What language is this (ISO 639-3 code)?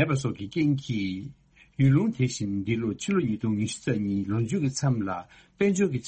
bod